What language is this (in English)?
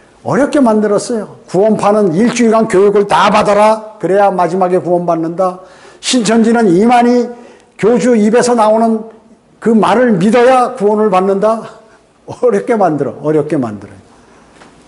Korean